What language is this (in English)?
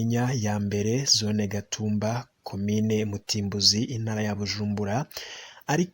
Rundi